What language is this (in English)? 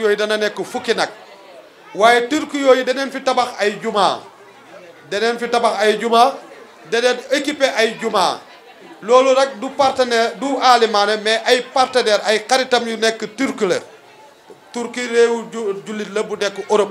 Wolof